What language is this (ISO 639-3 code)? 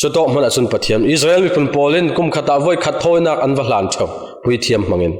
cfm